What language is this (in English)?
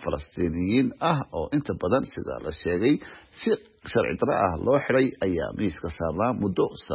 Somali